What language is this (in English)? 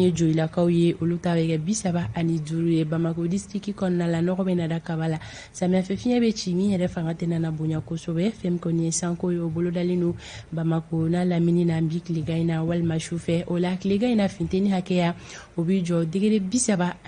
Bambara